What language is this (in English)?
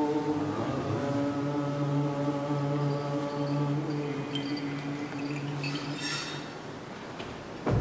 Romanian